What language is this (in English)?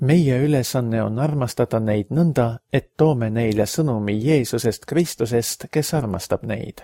Estonian